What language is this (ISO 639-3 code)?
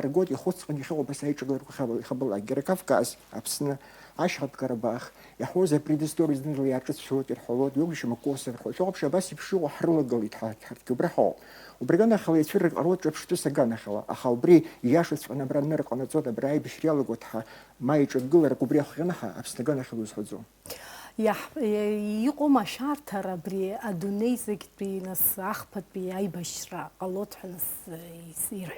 abk